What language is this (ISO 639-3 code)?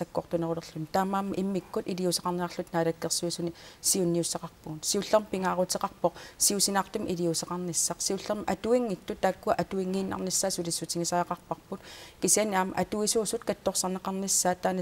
kal